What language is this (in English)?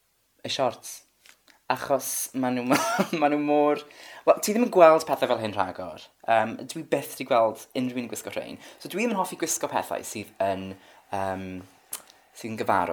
Welsh